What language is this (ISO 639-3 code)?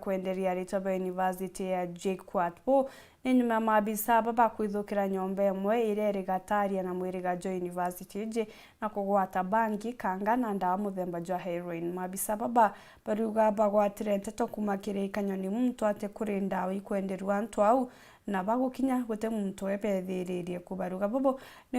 mer